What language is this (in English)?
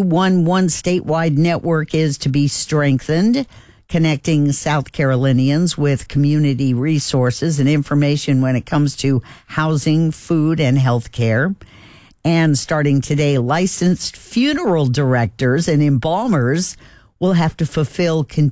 English